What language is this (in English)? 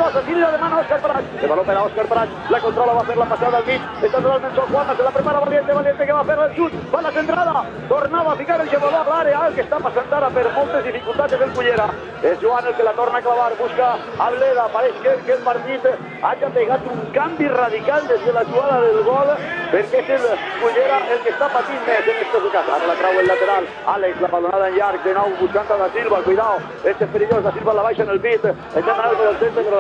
Catalan